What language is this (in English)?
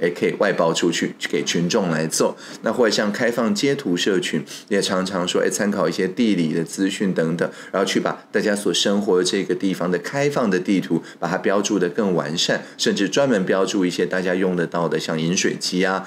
Chinese